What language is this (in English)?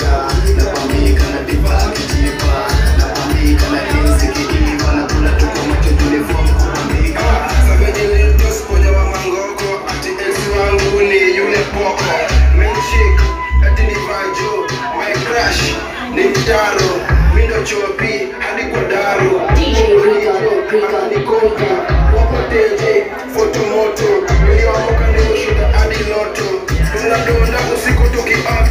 Swahili